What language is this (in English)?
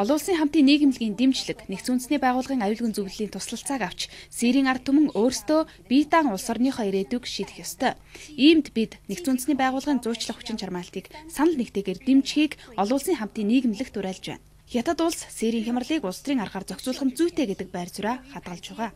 Mongolian